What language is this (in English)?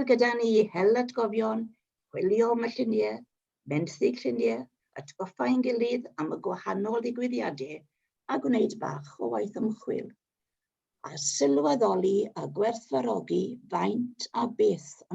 Welsh